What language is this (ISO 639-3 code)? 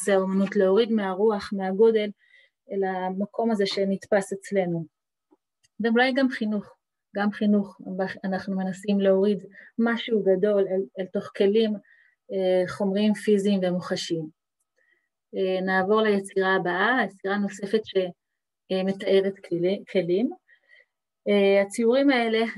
heb